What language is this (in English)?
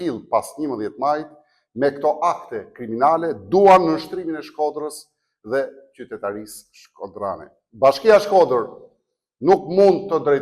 Albanian